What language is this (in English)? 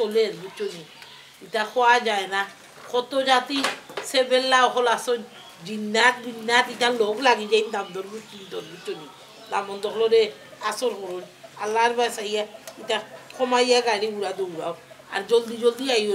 Sylheti